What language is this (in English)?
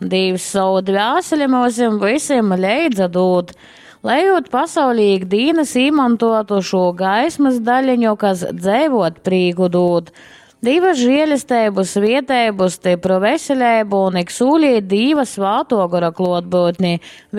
Latgalian